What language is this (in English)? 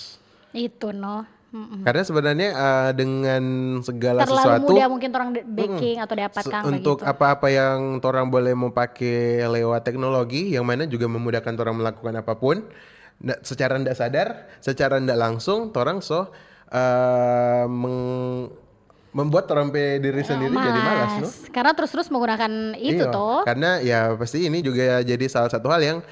Manado Malay